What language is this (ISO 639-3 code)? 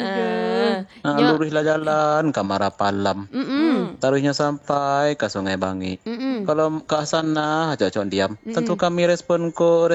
min